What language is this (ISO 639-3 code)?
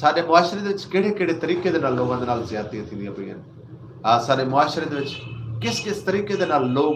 skr